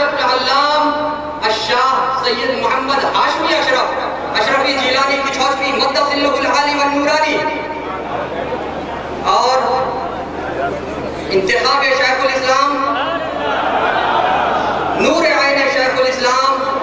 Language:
Urdu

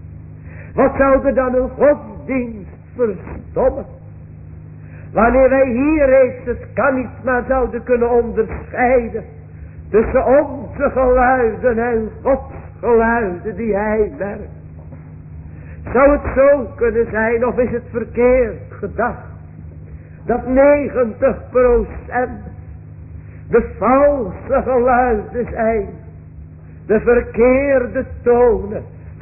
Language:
Dutch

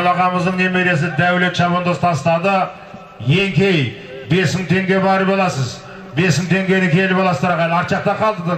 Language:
Kazakh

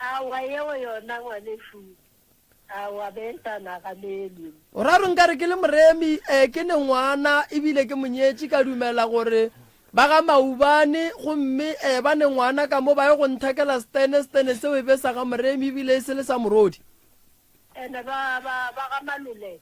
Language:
Northern Sotho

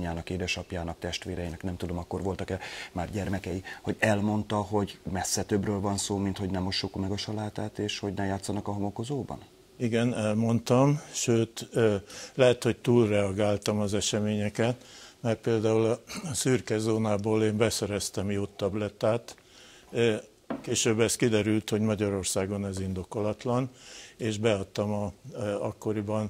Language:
Hungarian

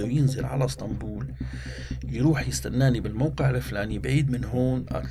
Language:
North Levantine Arabic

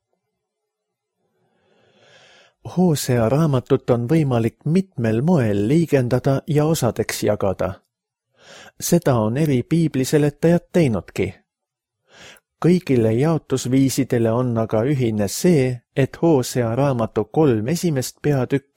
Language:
Estonian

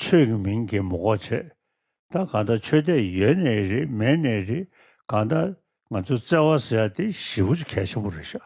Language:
Tibetan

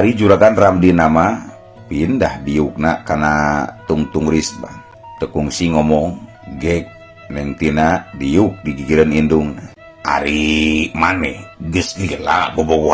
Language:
Sundanese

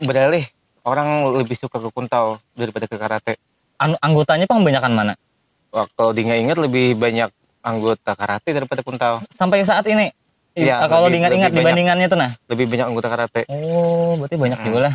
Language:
Banjar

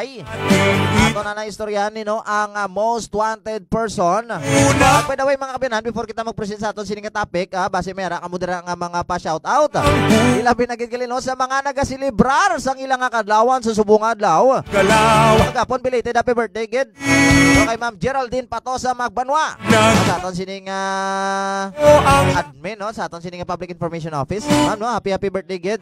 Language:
Hiligaynon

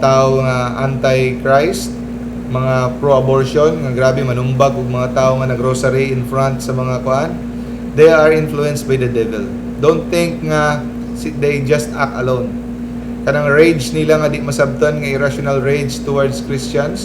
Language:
Cebuano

